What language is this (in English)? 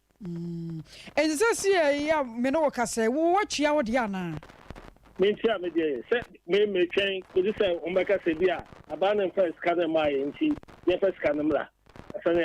Akan